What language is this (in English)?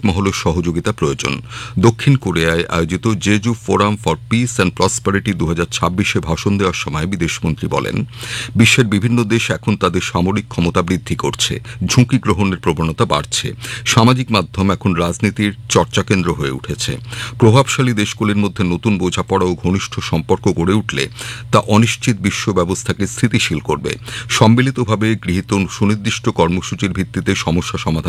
Bangla